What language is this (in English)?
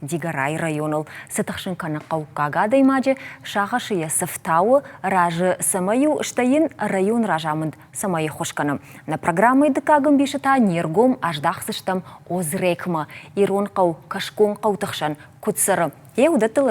Ossetic